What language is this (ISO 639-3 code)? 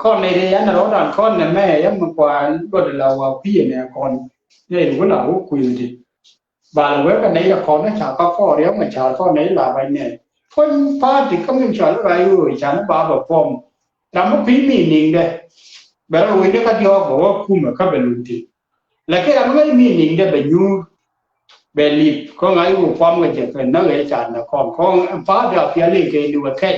nus